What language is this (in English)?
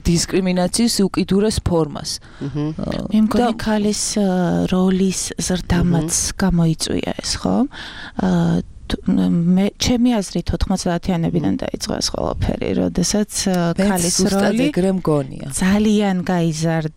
Georgian